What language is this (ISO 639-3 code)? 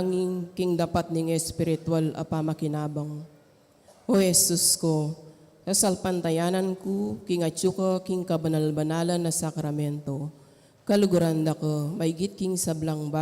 pam